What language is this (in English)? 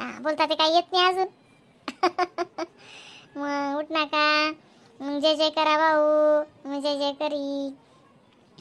Khandesi